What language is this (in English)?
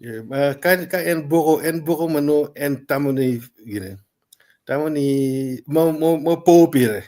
Acoli